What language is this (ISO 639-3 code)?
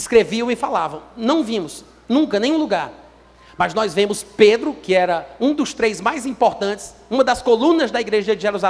por